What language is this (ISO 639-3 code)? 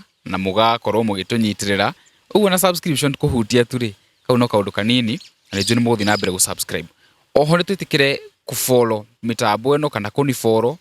kik